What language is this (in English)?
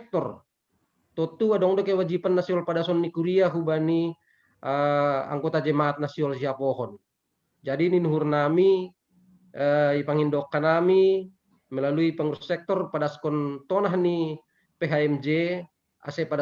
Batak Simalungun